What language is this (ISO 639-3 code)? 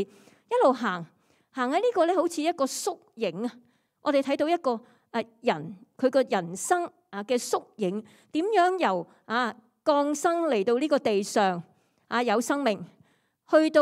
yue